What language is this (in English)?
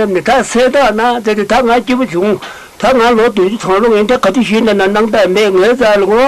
Tibetan